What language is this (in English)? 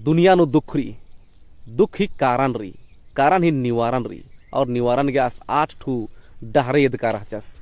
Kurukh